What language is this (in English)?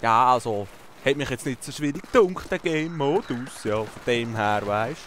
Swiss German